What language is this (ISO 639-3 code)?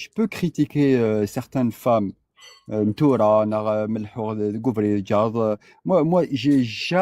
kab